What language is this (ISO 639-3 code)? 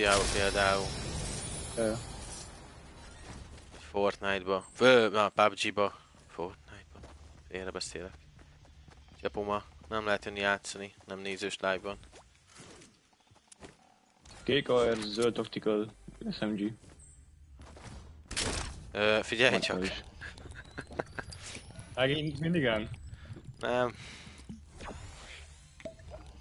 hun